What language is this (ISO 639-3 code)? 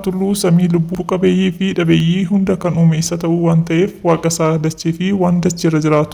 orm